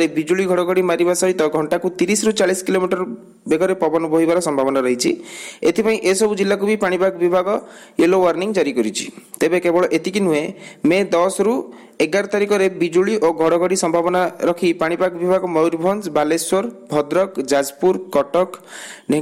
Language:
Odia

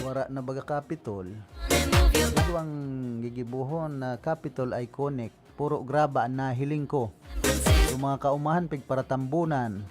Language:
Bikol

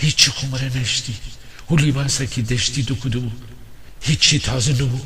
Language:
Gilaki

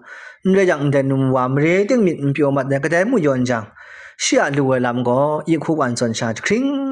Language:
Kachin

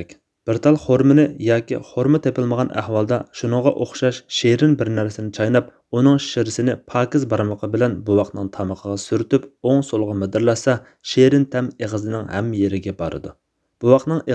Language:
Uyghur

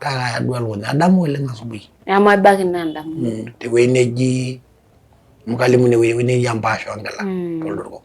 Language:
Masai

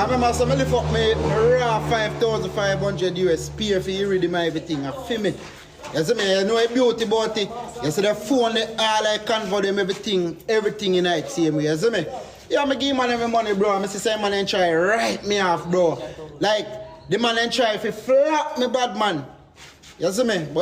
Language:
Jamaican Creole English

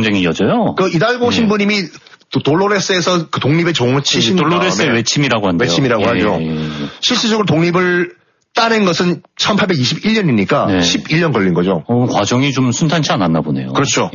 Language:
Korean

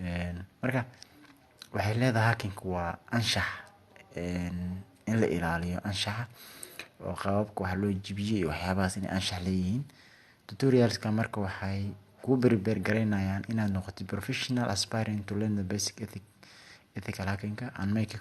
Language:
Somali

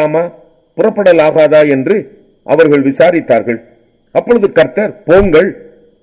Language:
Tamil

